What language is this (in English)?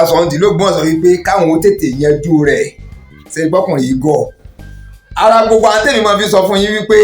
Yoruba